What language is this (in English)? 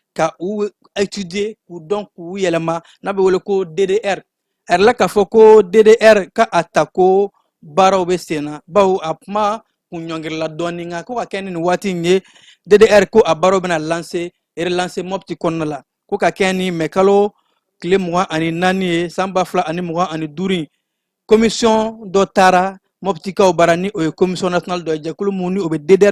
Bambara